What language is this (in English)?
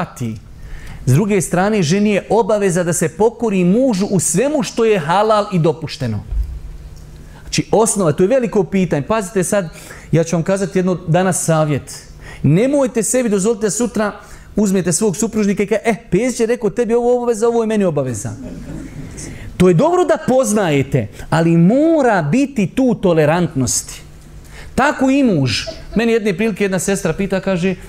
Bosnian